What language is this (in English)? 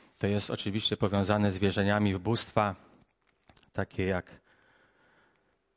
Polish